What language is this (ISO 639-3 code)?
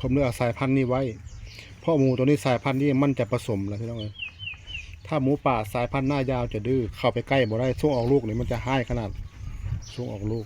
lao